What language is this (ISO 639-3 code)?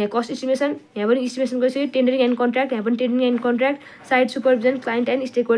nep